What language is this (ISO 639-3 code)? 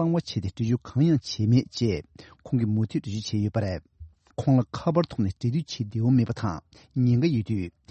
bod